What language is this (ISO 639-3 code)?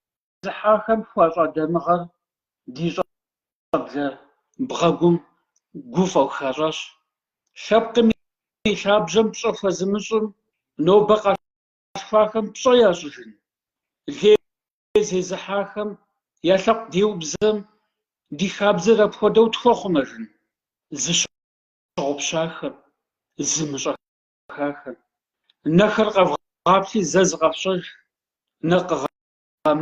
kbd